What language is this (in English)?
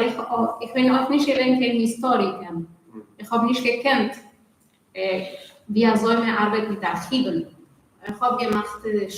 Yiddish